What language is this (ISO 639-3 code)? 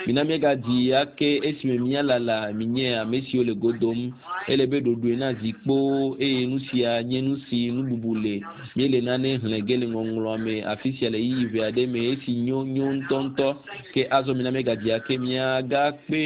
ewe